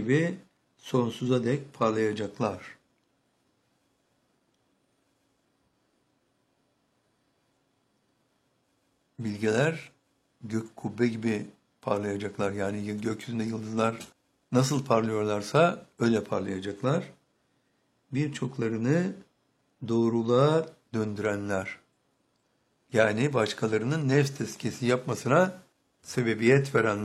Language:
Turkish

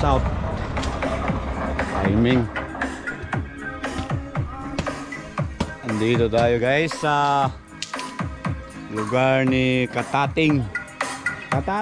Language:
Filipino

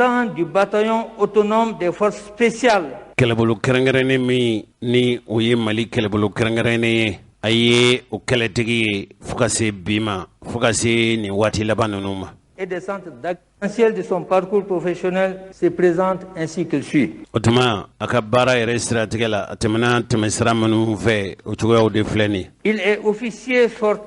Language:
Bambara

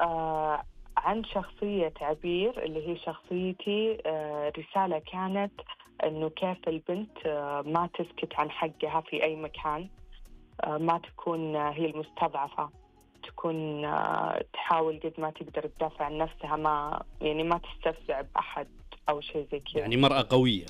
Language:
Najdi Arabic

